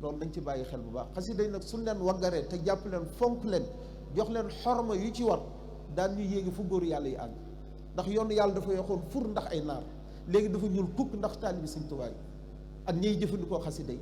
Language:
Wolof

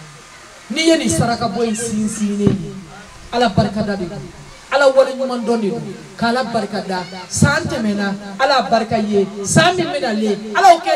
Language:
Bambara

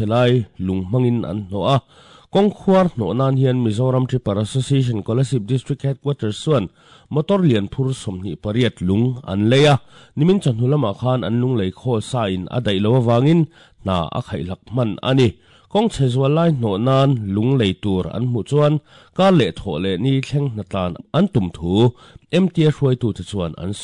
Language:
Mizo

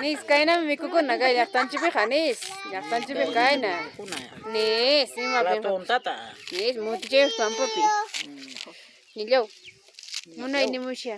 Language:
Ayacucho Quechua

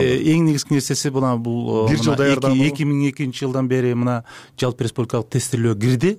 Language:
Kyrgyz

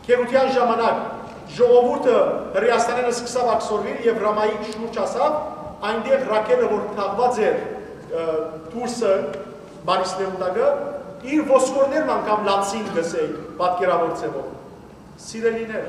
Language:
Western Armenian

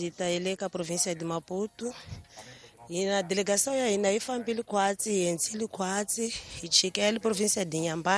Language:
Tsonga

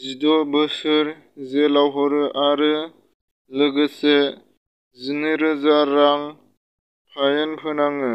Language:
Bodo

